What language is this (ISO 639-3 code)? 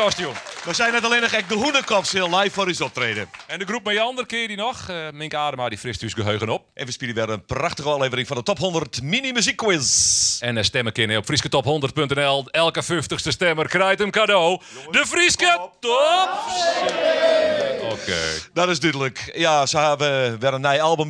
fry